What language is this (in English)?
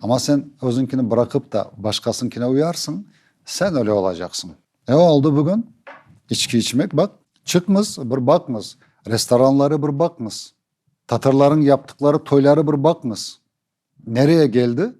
Crimean Tatar